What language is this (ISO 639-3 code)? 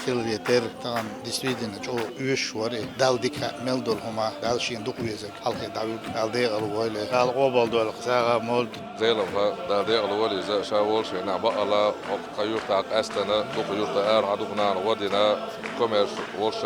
che